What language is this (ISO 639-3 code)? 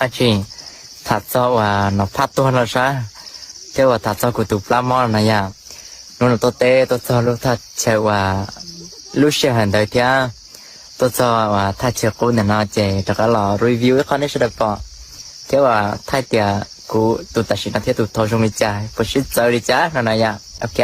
hmn